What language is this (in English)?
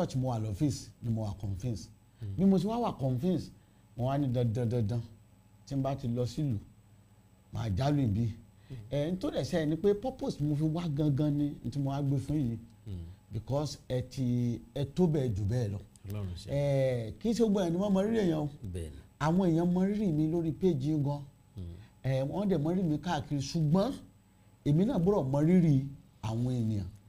Yoruba